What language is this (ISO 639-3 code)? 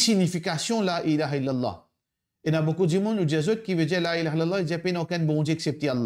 mfe